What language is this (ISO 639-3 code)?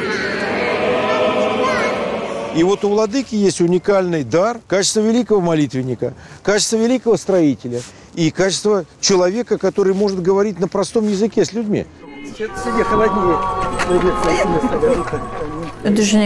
rus